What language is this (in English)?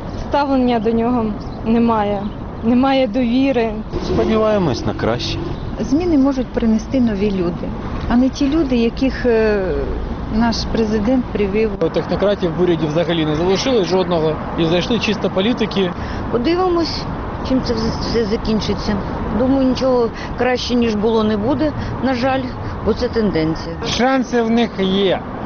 Ukrainian